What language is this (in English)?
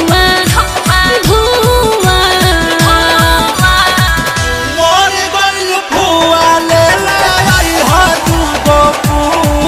Bhojpuri